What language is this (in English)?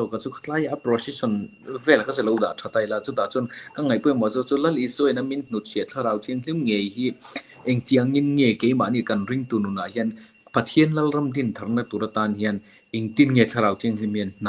Mizo